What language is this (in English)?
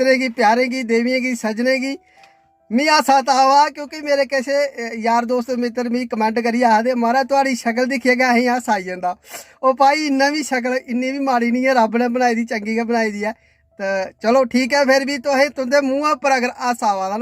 Dogri